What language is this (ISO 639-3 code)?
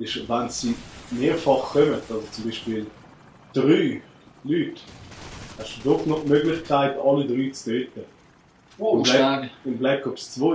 gsw